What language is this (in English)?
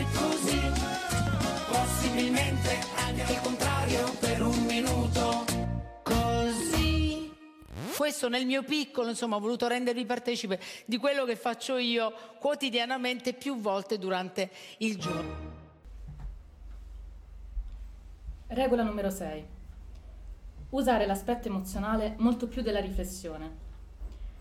Italian